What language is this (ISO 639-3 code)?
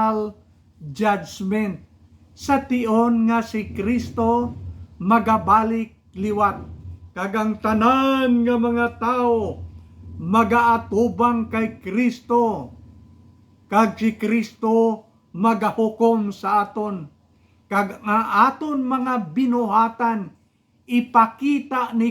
hil